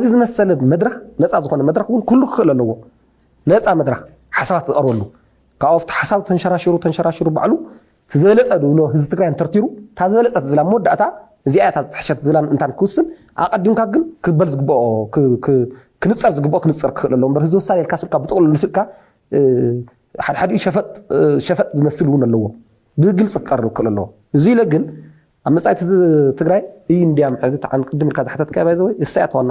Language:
Tigrinya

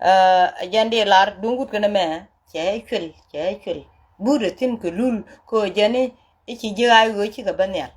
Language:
Nuer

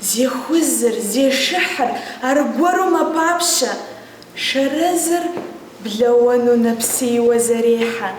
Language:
Kabardian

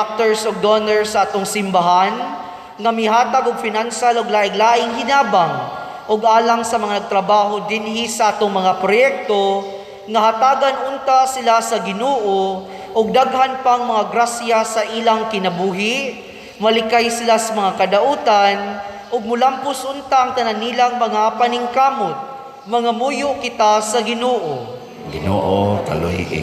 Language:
Cebuano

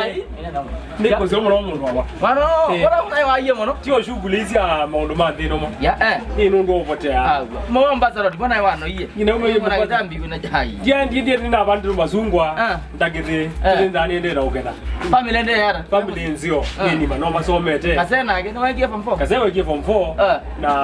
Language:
Kamba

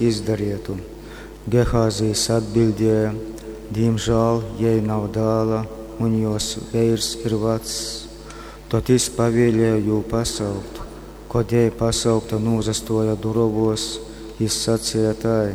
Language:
Latgalian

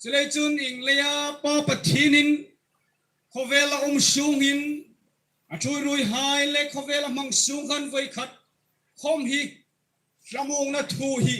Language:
Hmar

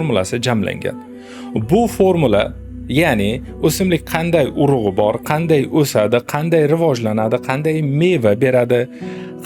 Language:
Uzbek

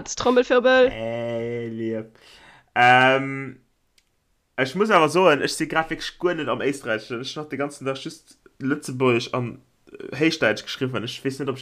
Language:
Luxembourgish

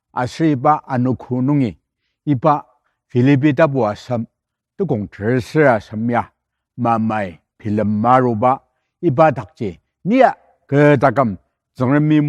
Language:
Ao Naga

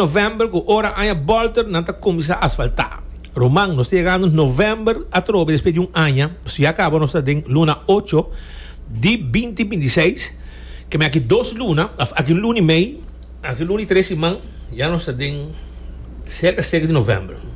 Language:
Papiamento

